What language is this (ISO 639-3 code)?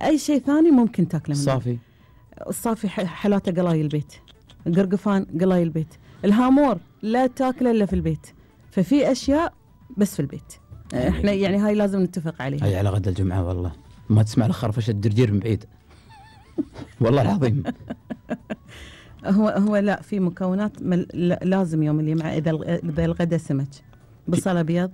afb